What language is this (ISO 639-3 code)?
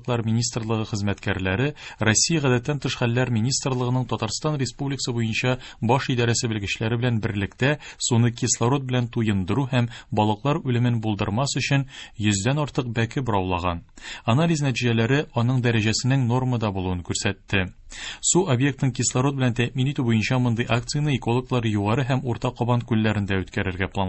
tat